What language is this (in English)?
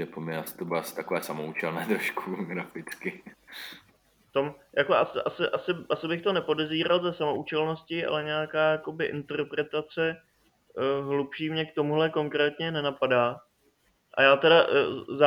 Czech